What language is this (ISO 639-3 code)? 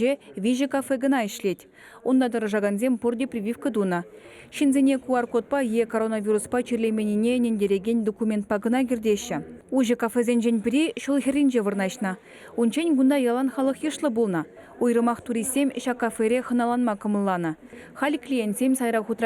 chv